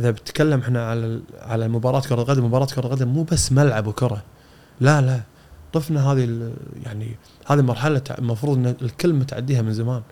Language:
Gulf Arabic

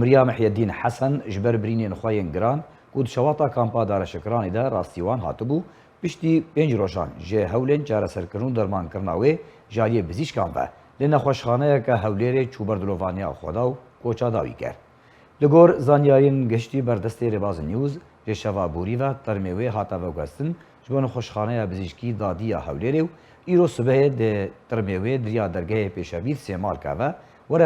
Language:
Kurdish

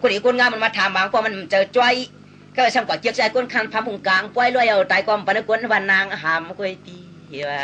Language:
Shan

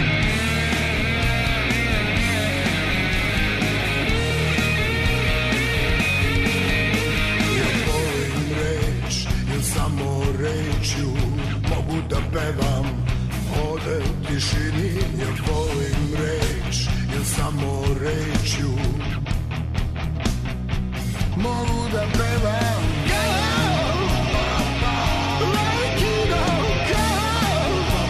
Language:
Serbian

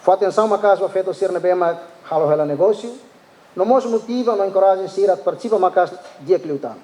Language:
Tetum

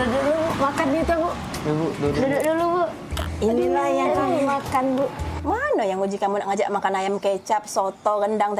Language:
Musi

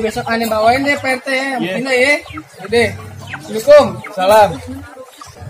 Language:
Betawi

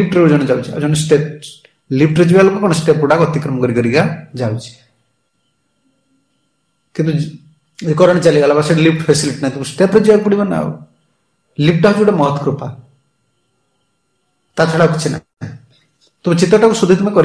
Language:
Odia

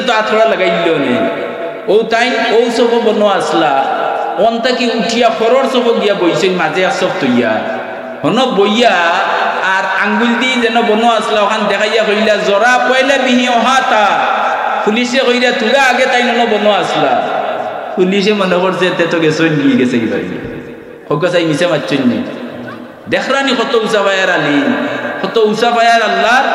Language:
Sylheti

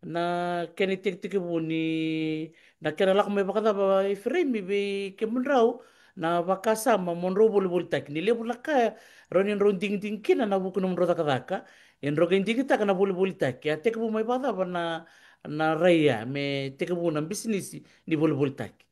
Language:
Fijian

